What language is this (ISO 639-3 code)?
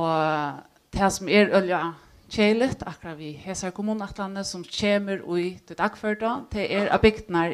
fao